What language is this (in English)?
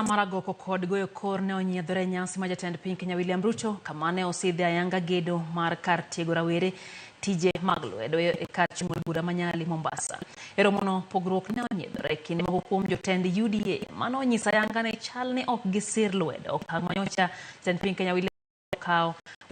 Luo (Kenya and Tanzania)